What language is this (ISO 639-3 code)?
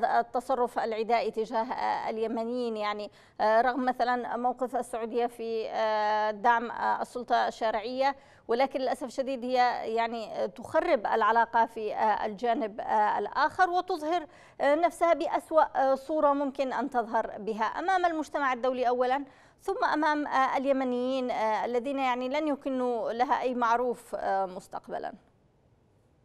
ara